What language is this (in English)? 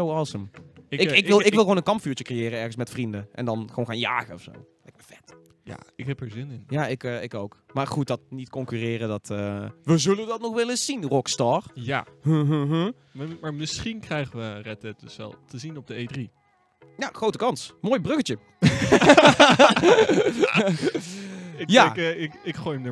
Dutch